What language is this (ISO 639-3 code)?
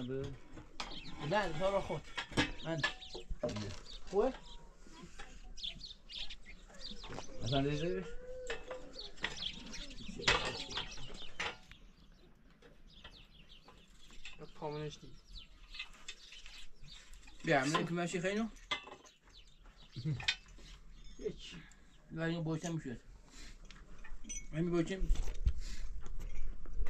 fas